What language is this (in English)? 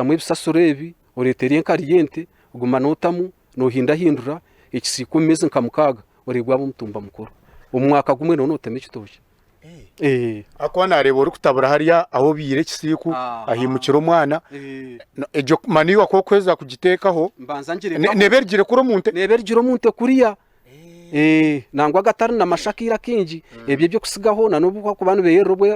Nyankole